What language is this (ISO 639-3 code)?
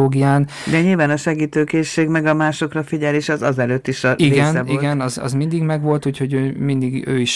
hun